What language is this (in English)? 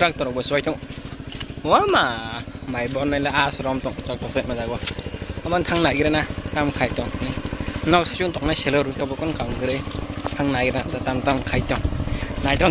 Kok Borok